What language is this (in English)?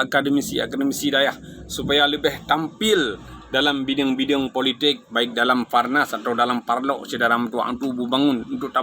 Achinese